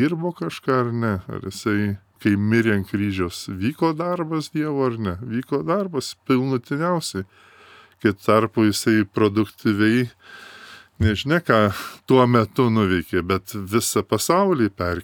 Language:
Lithuanian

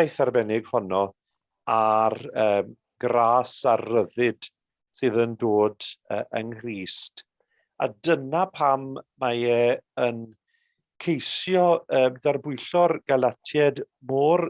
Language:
Welsh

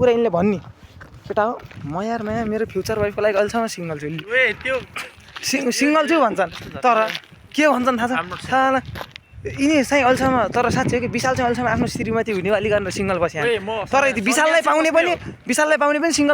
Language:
Nepali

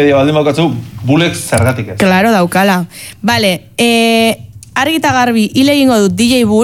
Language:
Basque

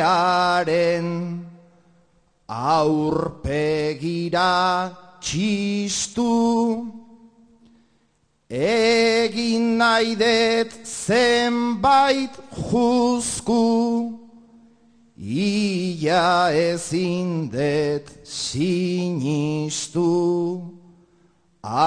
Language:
Basque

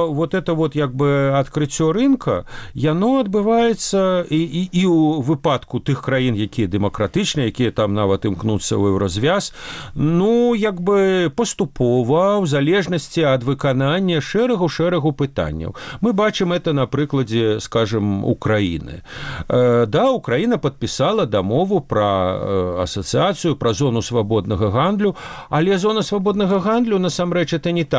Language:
Belarusian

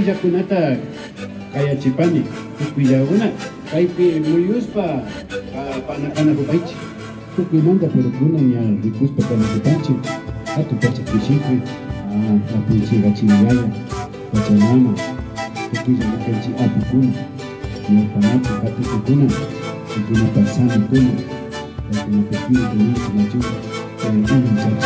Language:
Imbabura Highland Quichua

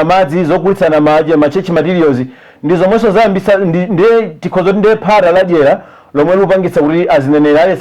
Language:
Nyanja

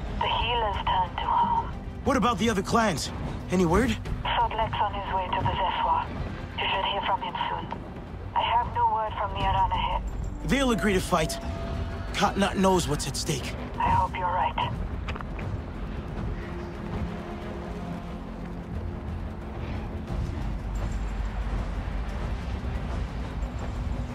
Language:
English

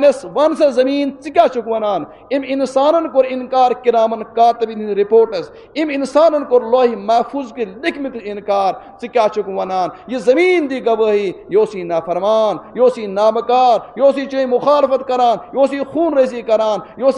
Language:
Kashmiri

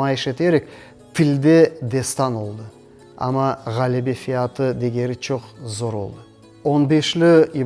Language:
Crimean Tatar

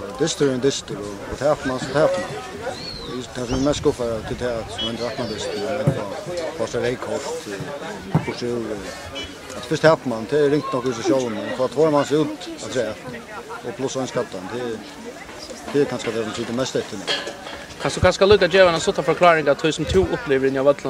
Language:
Faroese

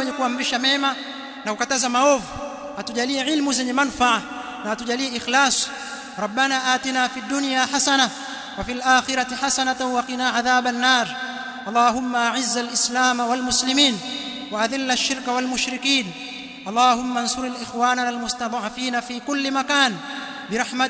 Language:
Swahili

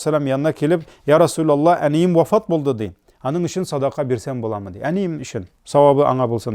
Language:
Tatar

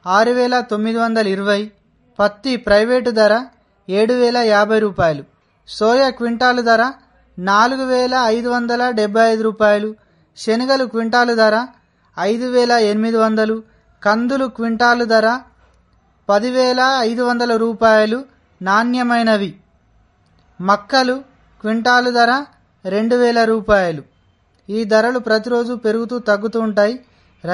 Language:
Telugu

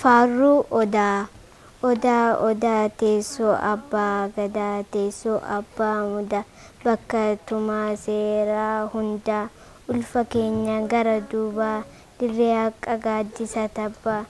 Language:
Oromo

